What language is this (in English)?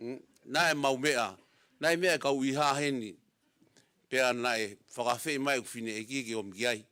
Tongan